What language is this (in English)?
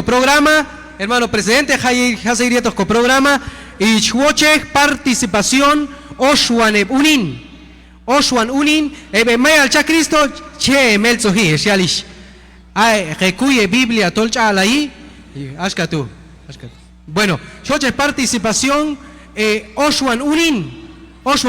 Q'anjob'al